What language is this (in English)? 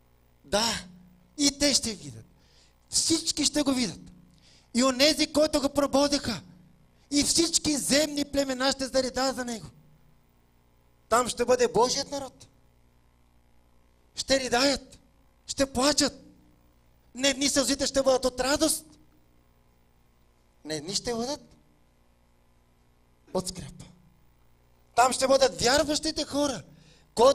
Bulgarian